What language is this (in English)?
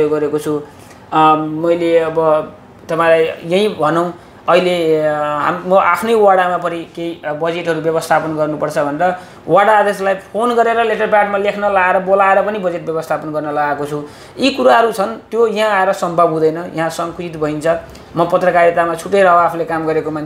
Nepali